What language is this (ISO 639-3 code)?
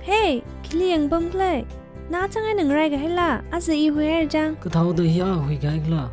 nmf